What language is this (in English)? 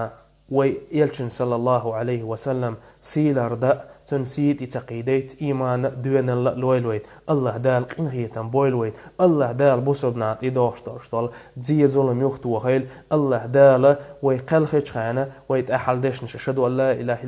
Chechen